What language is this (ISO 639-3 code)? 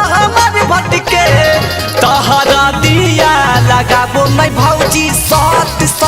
mag